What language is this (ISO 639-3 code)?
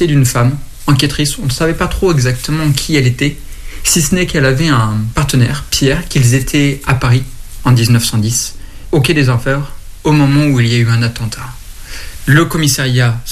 fra